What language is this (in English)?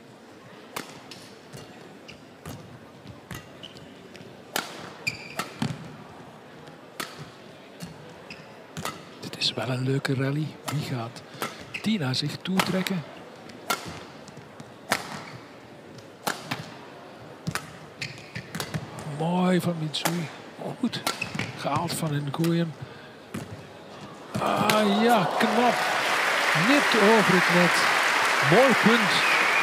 Dutch